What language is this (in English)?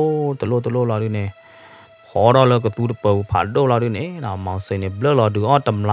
S'gaw Karen